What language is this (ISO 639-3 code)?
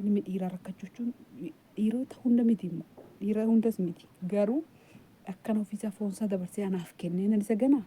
orm